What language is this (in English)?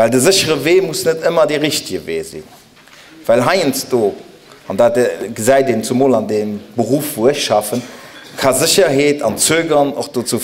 Luxembourgish